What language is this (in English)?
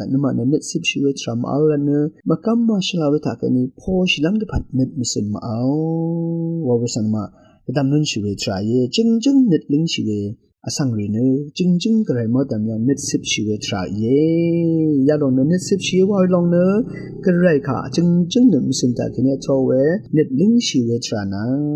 Rawang